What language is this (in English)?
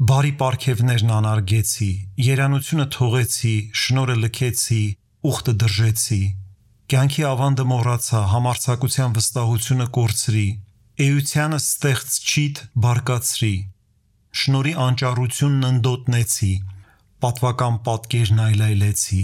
Armenian